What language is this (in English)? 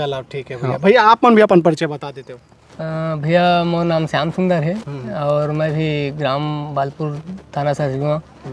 Chhattisgarhi